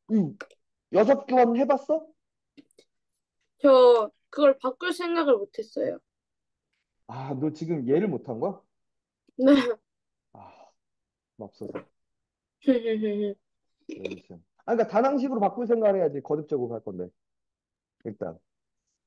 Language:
Korean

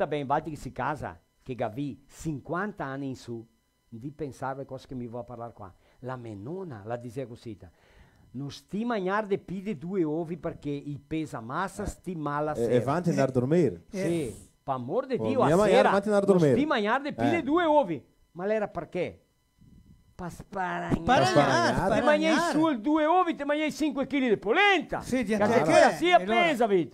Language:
Venetian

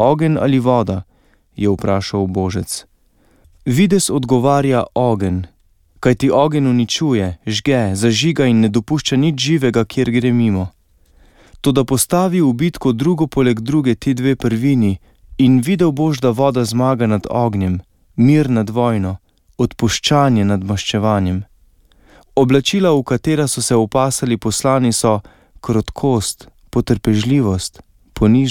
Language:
Slovenian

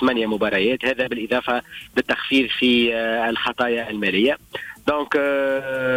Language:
Tunisian Arabic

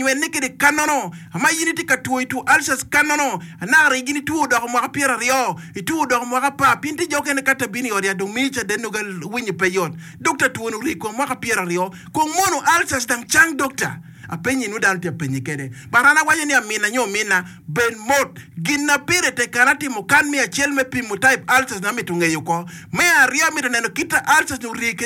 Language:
Acoli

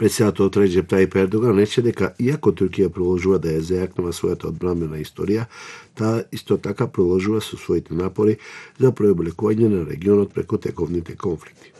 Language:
Macedonian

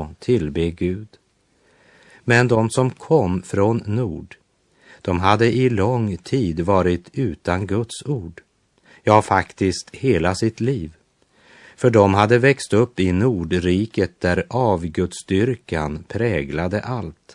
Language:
Swedish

